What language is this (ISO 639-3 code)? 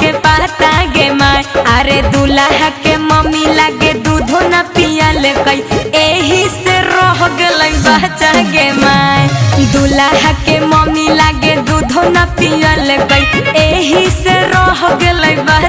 mag